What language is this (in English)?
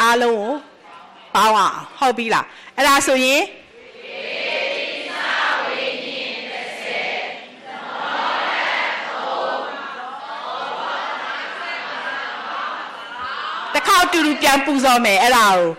Burmese